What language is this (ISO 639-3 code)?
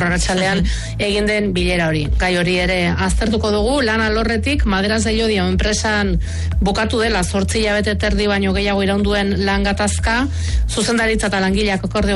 eus